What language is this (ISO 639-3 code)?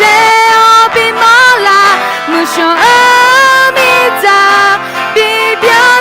ahk